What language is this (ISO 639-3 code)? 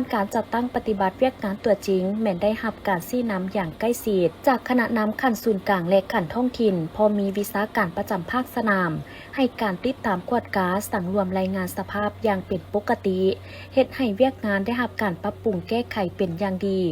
lao